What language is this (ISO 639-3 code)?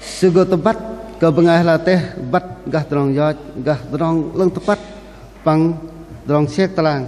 bdq